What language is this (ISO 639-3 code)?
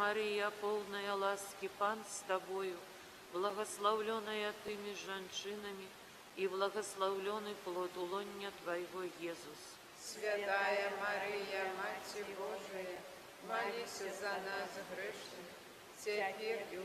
bel